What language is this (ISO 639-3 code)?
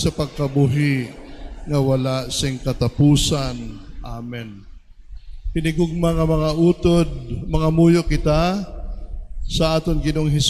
hil